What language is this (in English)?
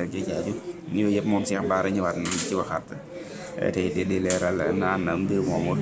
Wolof